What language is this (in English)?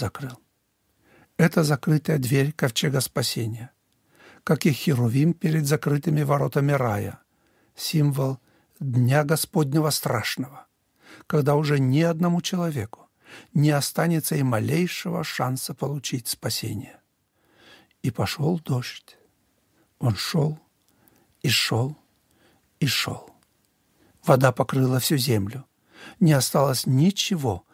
Russian